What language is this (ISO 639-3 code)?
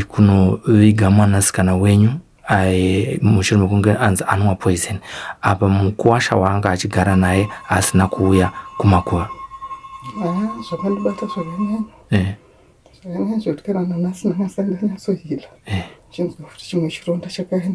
sna